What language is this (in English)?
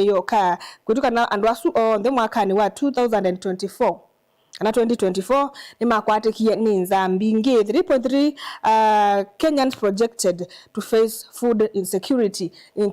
Kamba